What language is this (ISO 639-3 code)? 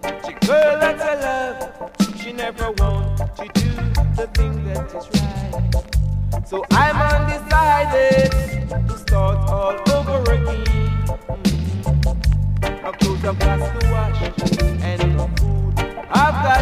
eng